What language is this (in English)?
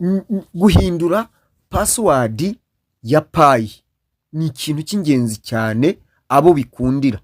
Kinyarwanda